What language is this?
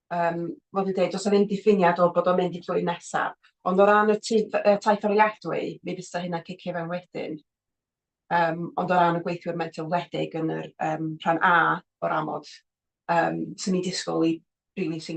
Welsh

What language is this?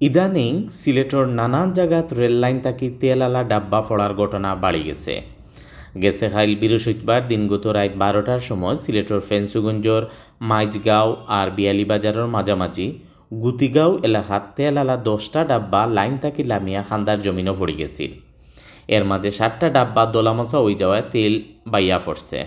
Sylheti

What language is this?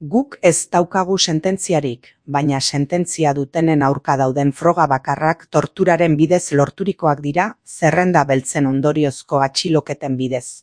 Basque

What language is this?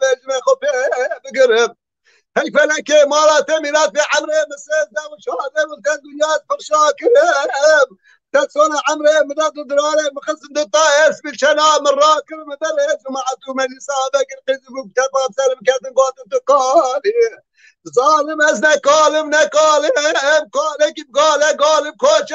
Kurdish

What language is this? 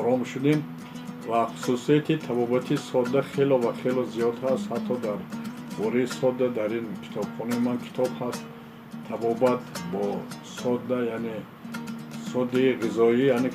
Tajik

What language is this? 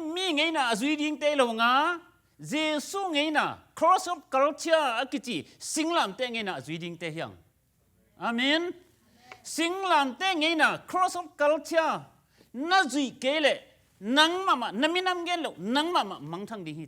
Tedim Chin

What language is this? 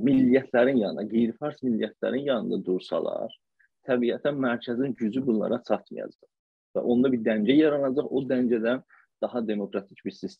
South Azerbaijani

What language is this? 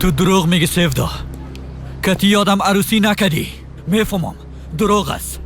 Persian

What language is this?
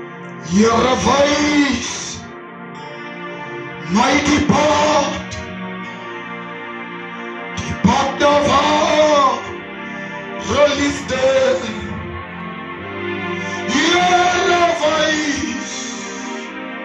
Afrikaans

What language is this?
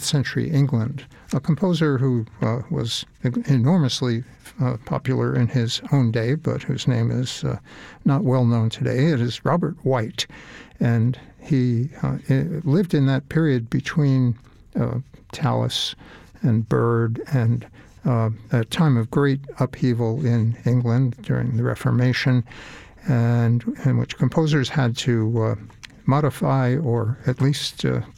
English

